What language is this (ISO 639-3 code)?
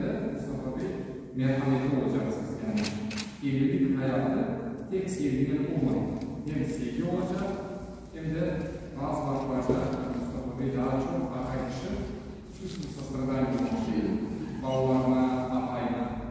crh